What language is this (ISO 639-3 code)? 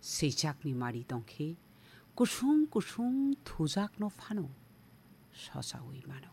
trp